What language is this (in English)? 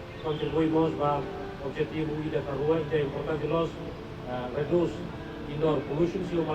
Tetum